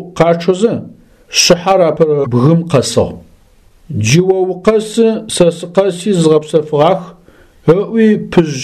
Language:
Adyghe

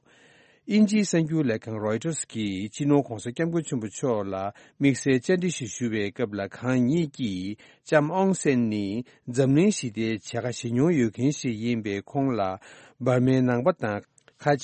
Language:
Tibetan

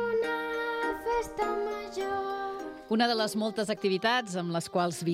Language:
Catalan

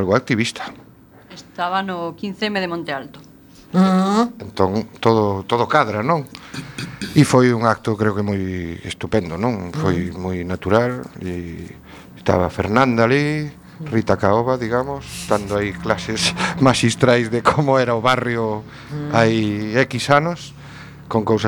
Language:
Galician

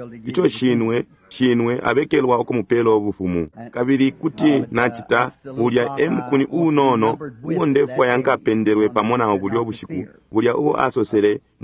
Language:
Bemba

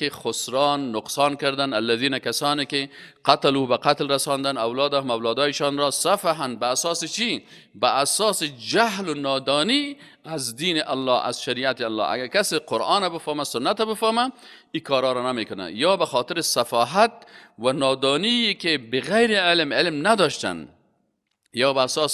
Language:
Persian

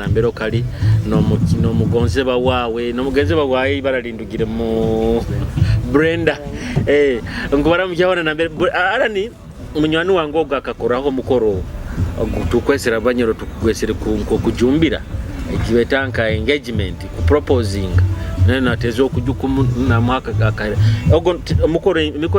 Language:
Nyoro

